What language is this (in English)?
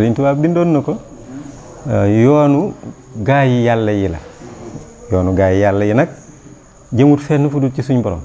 Wolof